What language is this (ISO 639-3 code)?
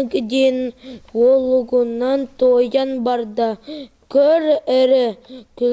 sah